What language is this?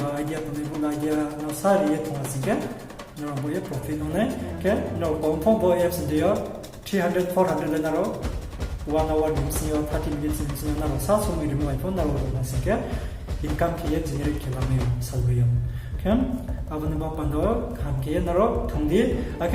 Riang (India)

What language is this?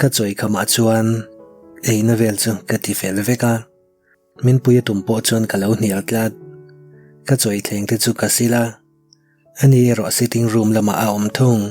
Mizo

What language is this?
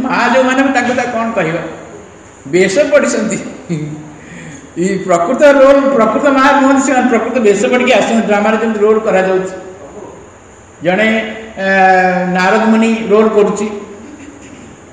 Odia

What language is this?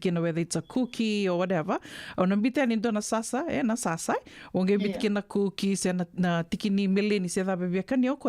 Fijian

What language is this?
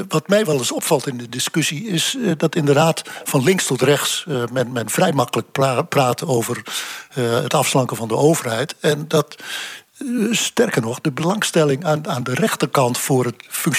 Dutch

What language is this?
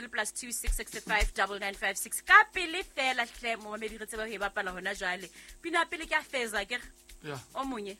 Southern Sotho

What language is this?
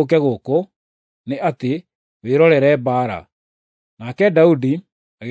Kikuyu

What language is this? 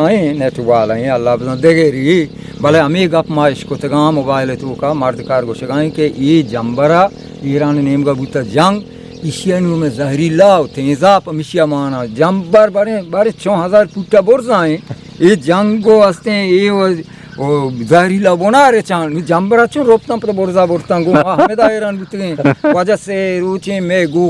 Eastern Balochi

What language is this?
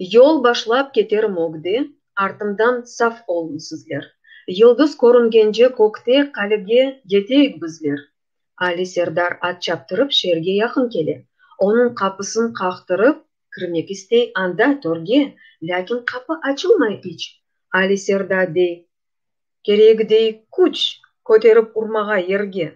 Crimean Tatar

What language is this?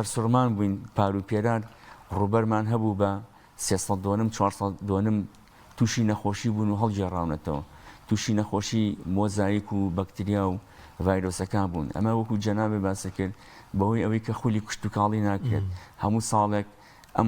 Central Kurdish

